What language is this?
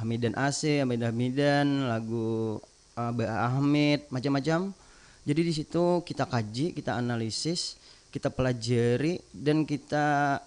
Banjar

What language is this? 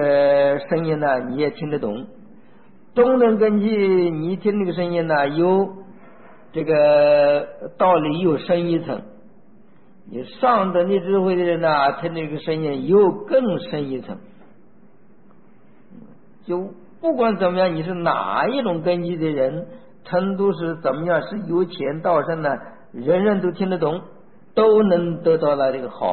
Chinese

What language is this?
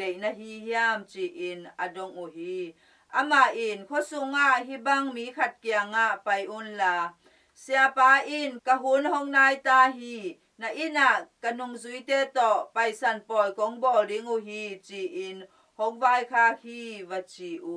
Tedim Chin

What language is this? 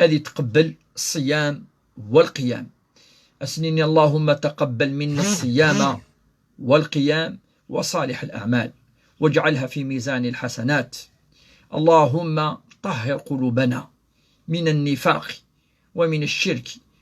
Kabyle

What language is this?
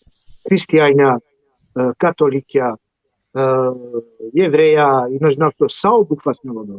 Balkan Romani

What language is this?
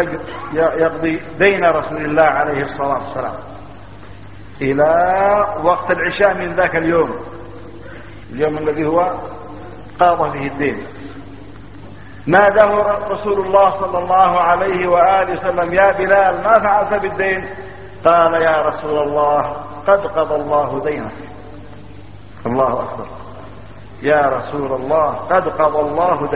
Arabic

